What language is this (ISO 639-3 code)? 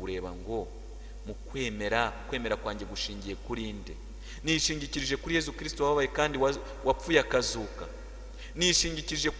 kin